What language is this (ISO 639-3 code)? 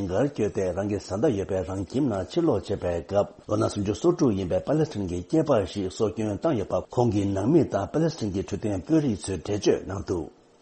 bod